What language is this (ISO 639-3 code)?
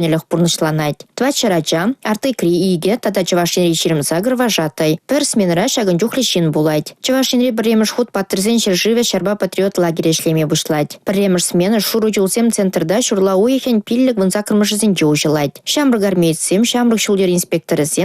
chv